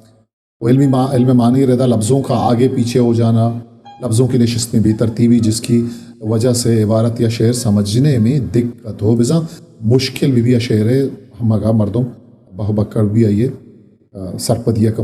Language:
Eastern Balochi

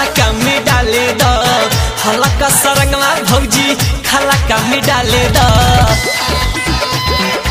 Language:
Bhojpuri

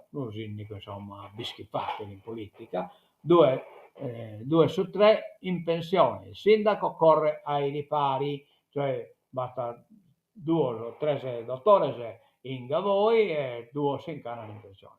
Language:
Sardinian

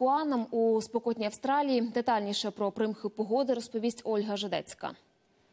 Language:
Ukrainian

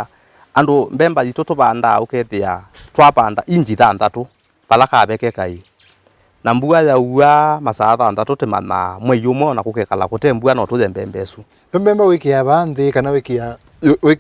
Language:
Kamba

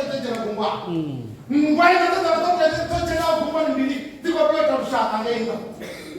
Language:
Venda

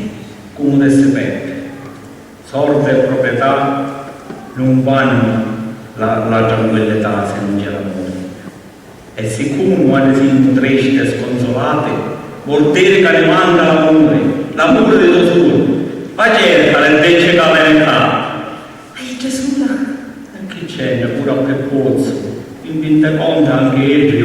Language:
Sicilian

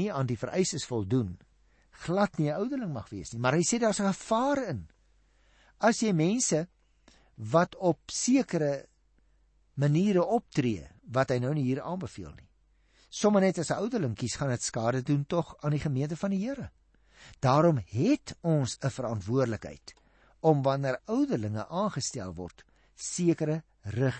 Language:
Afrikaans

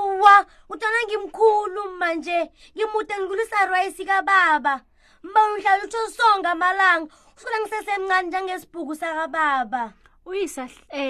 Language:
South Ndebele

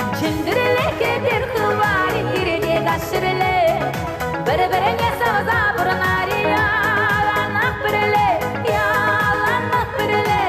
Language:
Chuvash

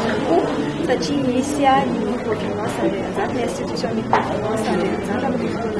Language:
Malagasy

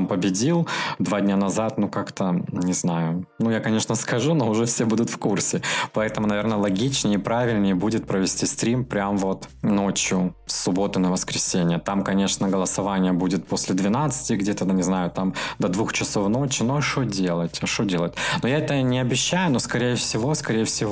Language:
Russian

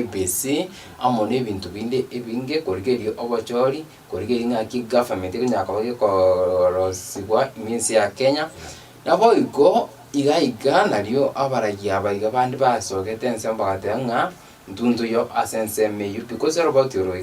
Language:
Gusii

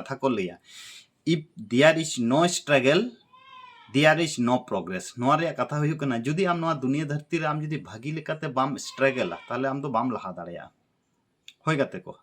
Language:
Santali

